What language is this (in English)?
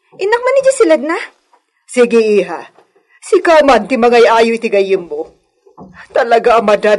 Iloko